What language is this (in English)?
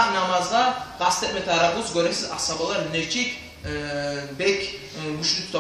Kumyk